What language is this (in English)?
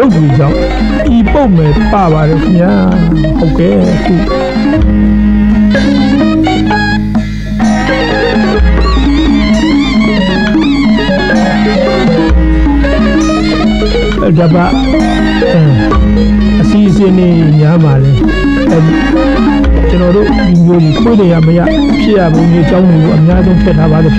Burmese